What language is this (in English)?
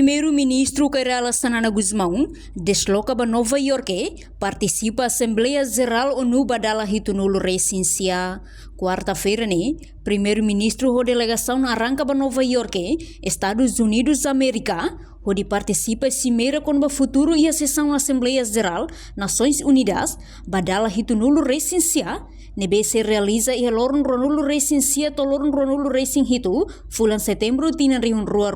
Tetum